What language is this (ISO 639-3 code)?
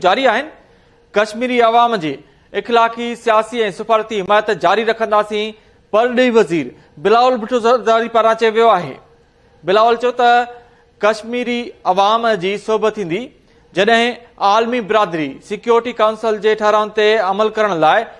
snd